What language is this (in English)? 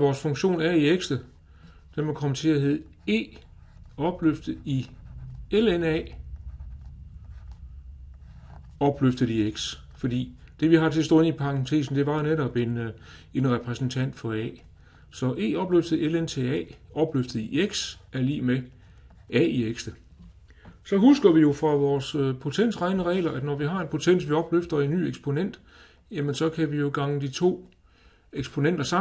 Danish